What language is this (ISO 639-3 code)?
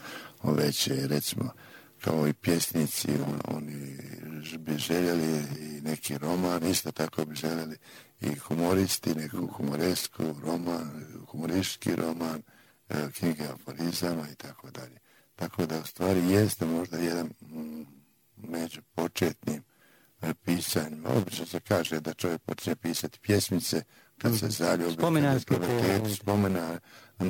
hrv